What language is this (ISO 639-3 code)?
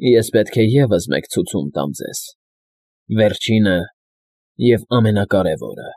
hye